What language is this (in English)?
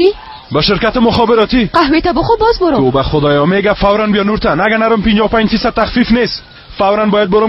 Persian